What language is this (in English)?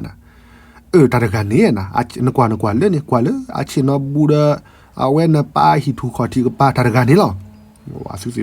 S'gaw Karen